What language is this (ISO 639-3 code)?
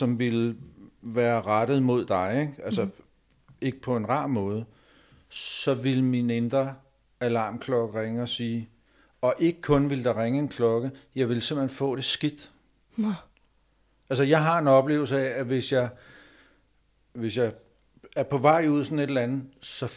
dan